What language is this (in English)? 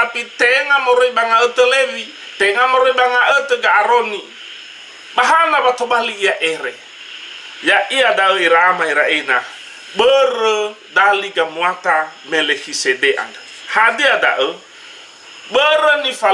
Nias